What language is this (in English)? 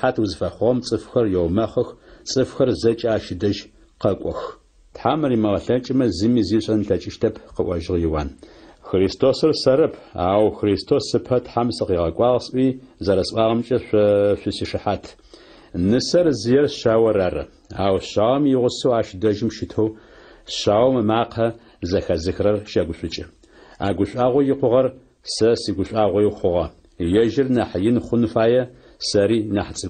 Adyghe